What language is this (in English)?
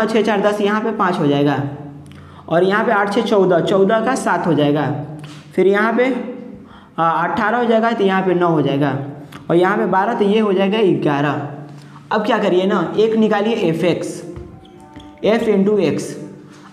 Hindi